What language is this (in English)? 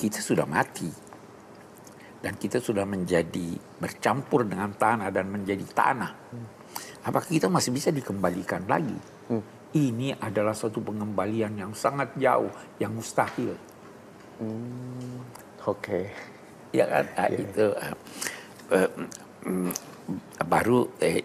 Indonesian